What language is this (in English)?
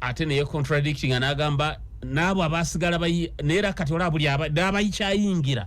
Ganda